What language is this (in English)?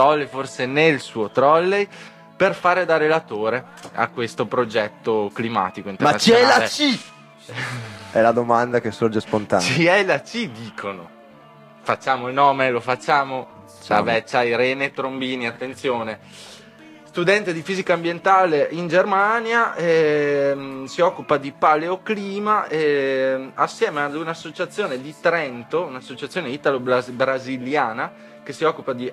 Italian